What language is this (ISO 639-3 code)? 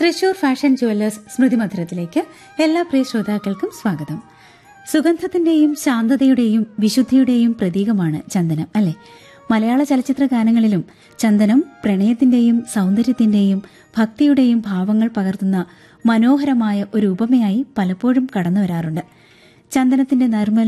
mal